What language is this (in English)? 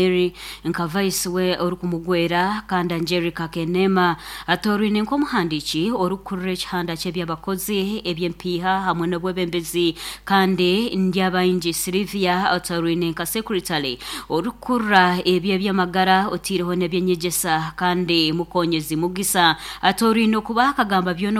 Nyankole